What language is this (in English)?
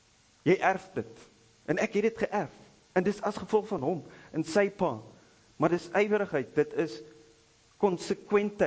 Afrikaans